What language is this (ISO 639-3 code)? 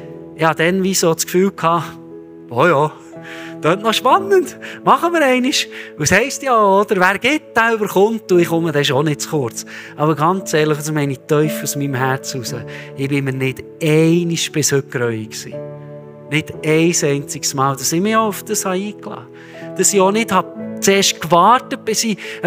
gsw